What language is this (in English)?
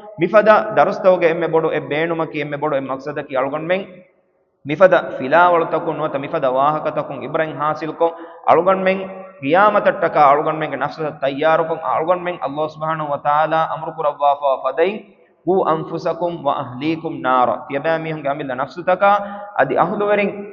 Divehi